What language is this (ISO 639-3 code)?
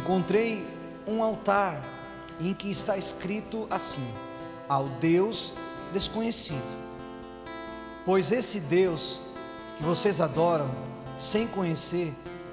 por